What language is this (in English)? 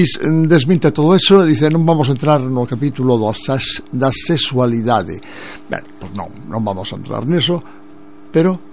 Galician